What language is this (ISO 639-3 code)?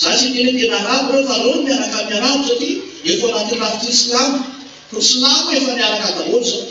mlg